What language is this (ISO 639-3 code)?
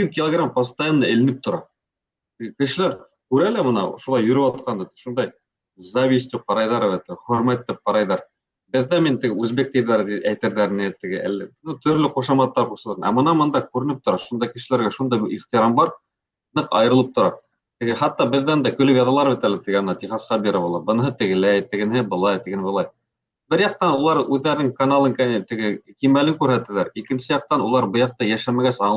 bak